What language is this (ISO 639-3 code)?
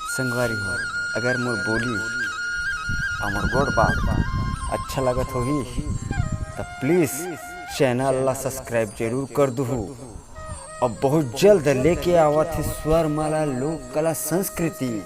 hne